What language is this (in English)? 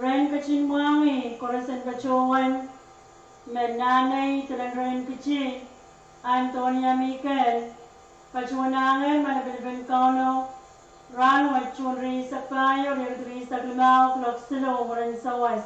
Pohnpeian